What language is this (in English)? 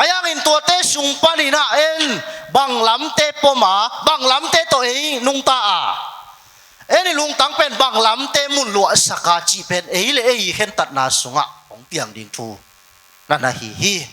Tedim Chin